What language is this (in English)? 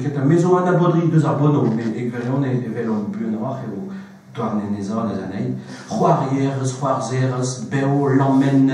Breton